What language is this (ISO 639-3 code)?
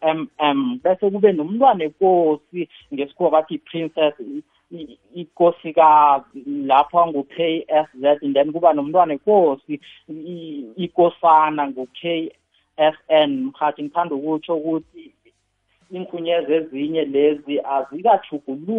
nbl